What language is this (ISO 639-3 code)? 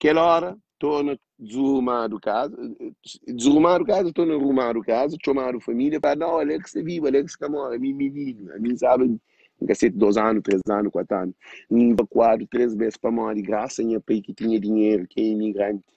kea